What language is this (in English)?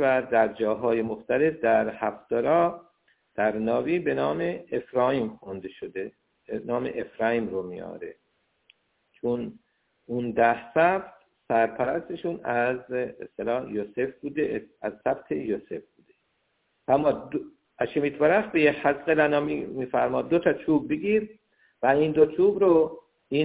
Persian